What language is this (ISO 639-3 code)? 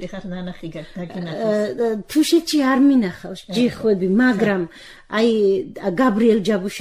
kat